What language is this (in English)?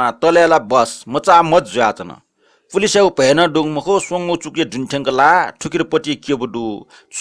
Newari